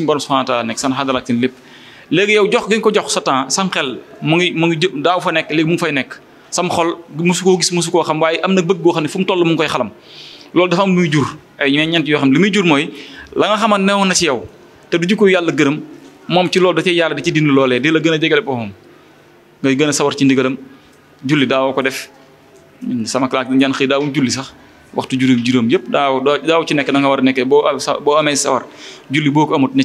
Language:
Wolof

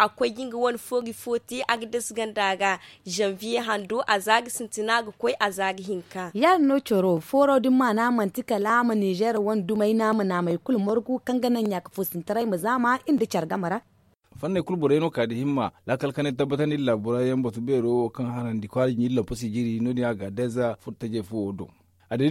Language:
Zarma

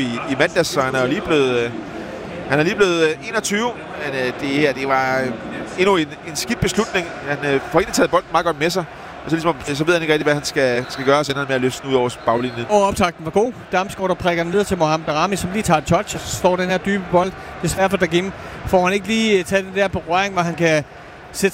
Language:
Danish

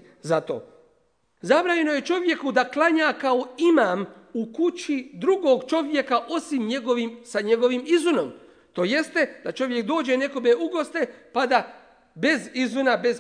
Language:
Bosnian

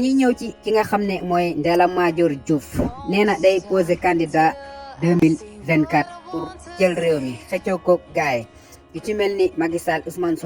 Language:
Wolof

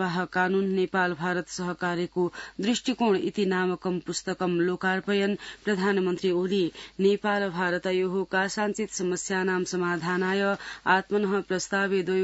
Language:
Sanskrit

